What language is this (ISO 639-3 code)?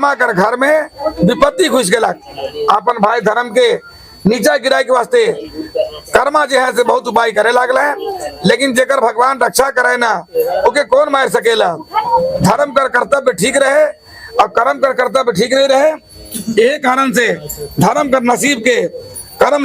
sck